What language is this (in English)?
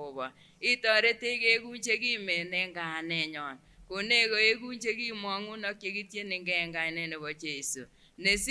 Kipsigis